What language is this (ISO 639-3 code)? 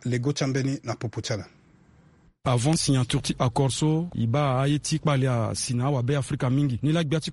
sag